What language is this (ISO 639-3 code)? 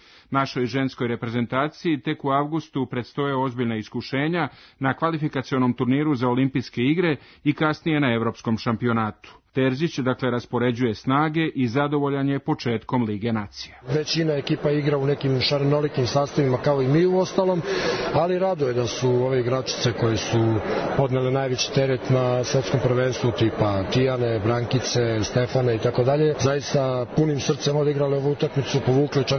srp